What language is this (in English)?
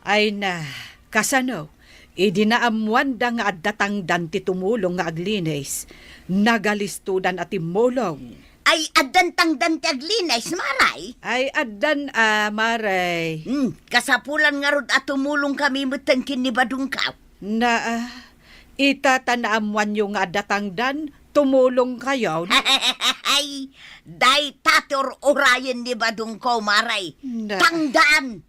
Iloko